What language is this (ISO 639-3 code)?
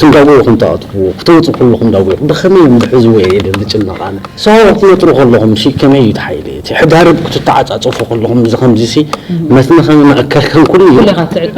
tir